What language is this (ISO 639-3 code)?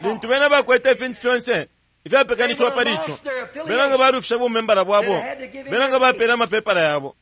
bem